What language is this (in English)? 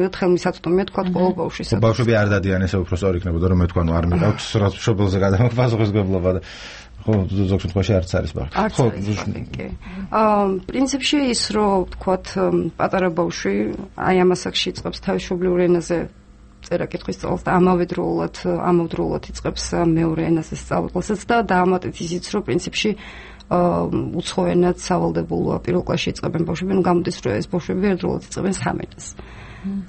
Georgian